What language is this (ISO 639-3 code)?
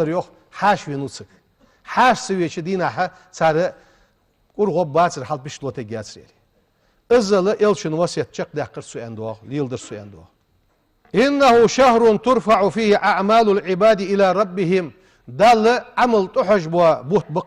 inh